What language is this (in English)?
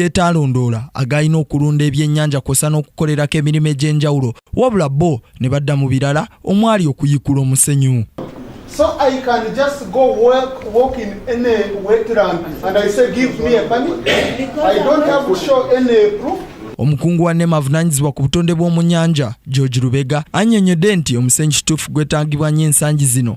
Ganda